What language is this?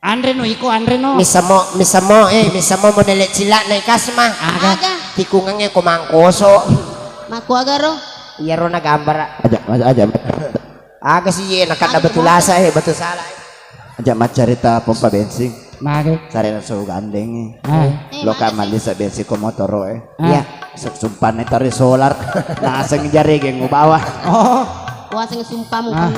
Buginese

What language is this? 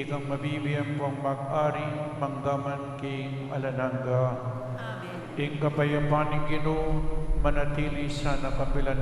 Pampanga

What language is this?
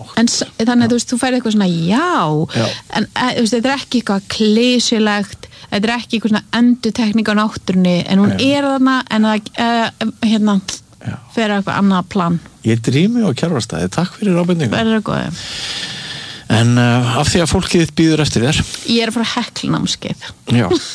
Icelandic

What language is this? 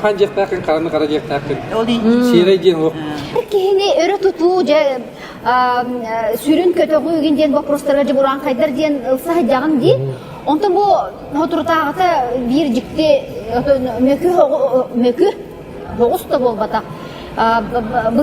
Yakut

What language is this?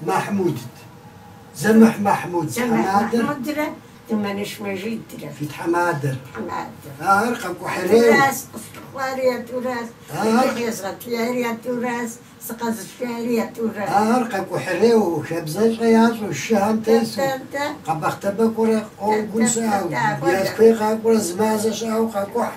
Kabardian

